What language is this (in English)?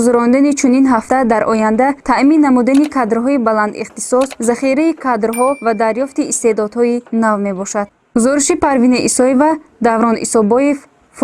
Tajik